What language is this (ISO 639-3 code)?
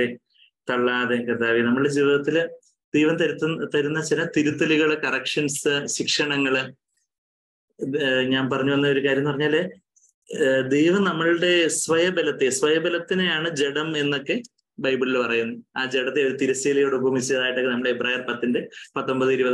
mal